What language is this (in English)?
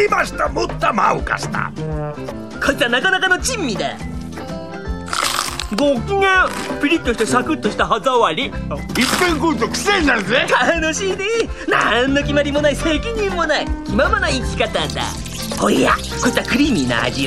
Japanese